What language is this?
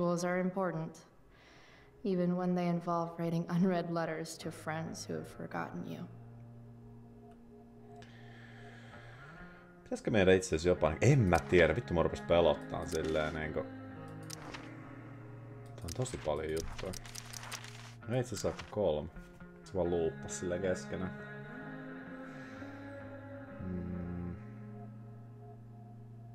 Finnish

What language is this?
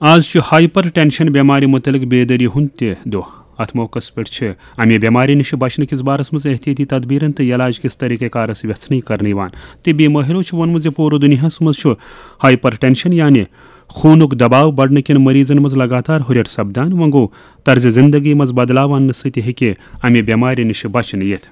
Kashmiri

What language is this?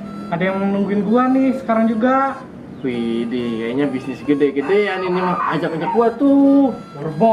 Betawi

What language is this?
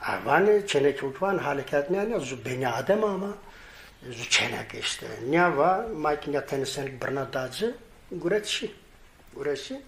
Zaza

